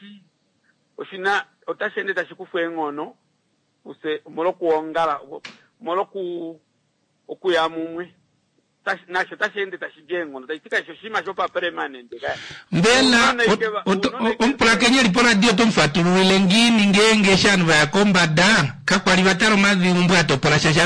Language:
Kuanyama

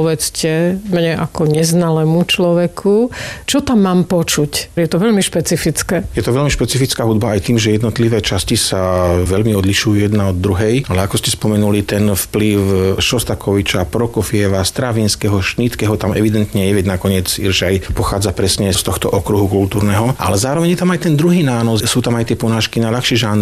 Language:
Slovak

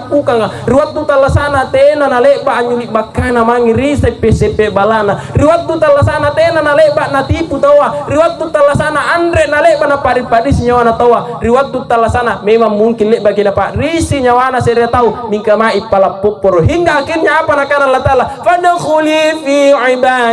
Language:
Makasar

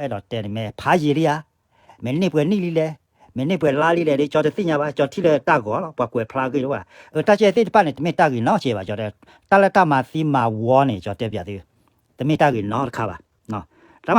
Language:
S'gaw Karen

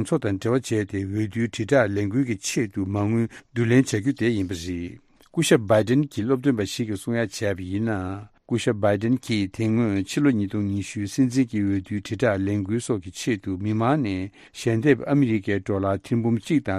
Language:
Tibetan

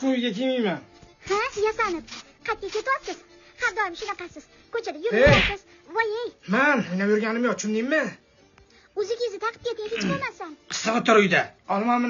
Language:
Uzbek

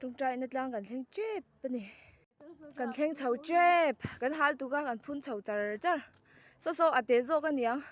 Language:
Mizo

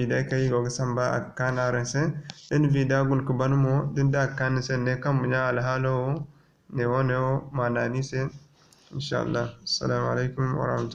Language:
Zarma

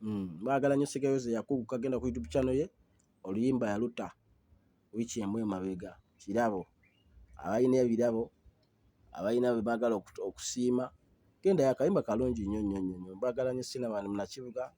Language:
Ganda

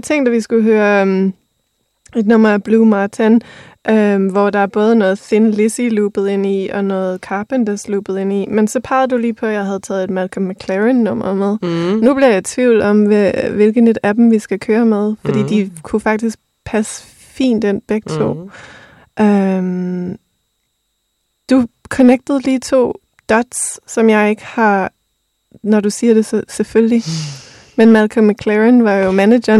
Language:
Danish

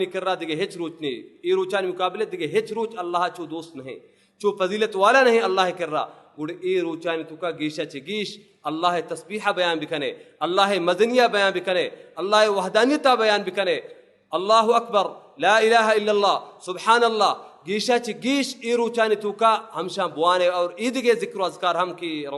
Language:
Baluchi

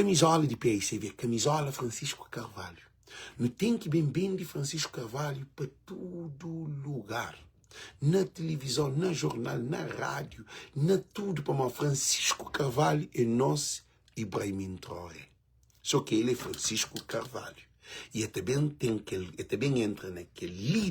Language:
Kabuverdianu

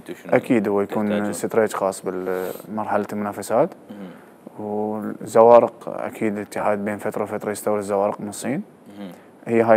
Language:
Mesopotamian Arabic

